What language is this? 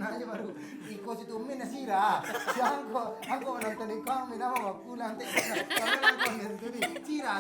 Minangkabau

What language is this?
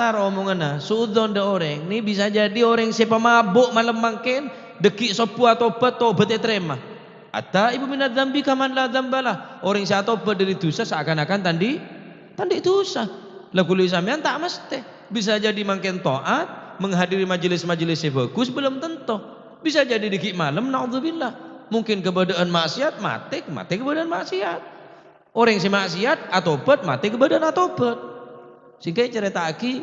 Madurese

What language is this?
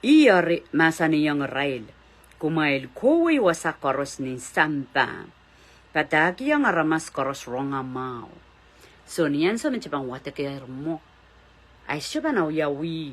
Pohnpeian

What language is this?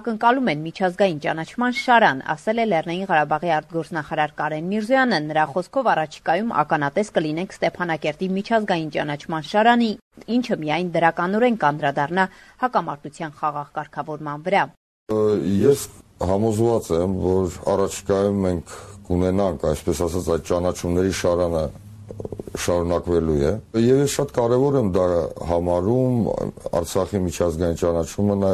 Armenian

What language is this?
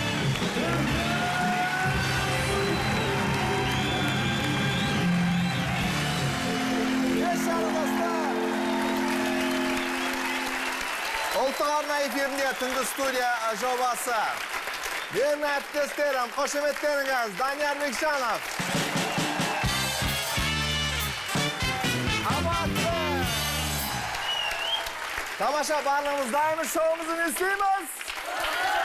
Kazakh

